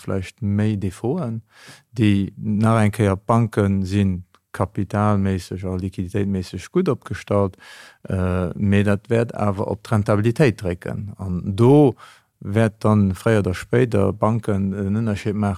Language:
Luxembourgish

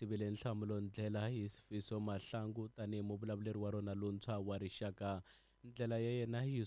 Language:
Tsonga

